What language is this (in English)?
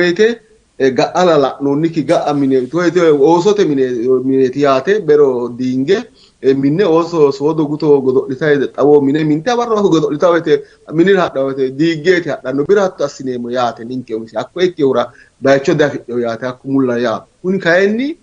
Sidamo